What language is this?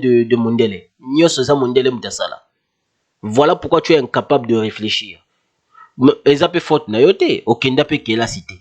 Lingala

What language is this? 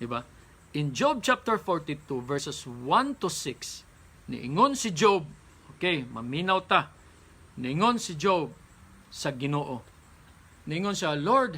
Cebuano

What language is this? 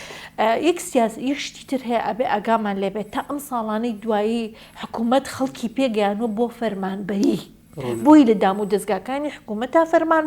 Central Kurdish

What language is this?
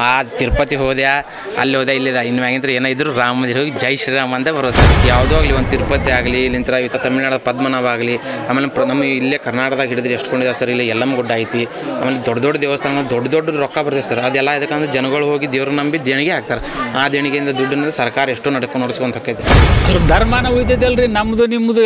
Kannada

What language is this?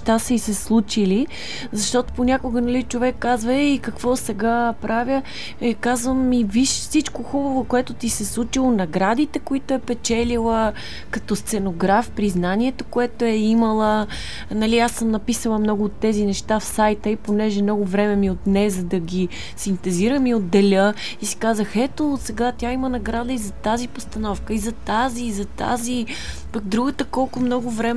Bulgarian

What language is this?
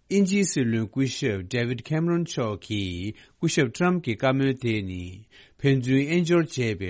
Tibetan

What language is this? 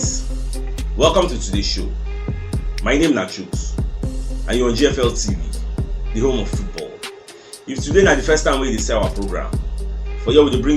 Nigerian Pidgin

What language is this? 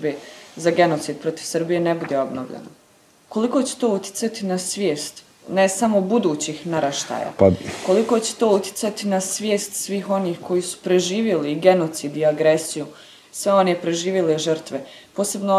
Bosnian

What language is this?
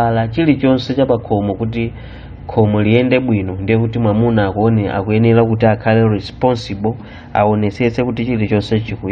Nyanja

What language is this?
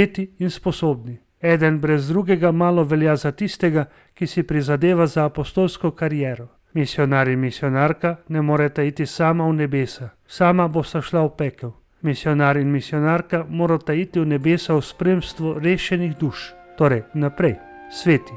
Slovenian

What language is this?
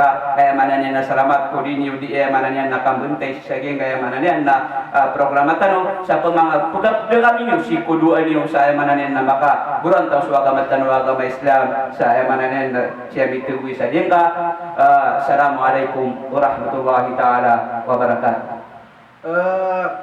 Maranao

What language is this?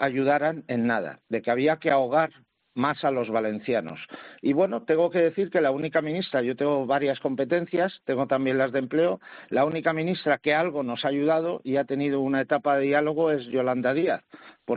Spanish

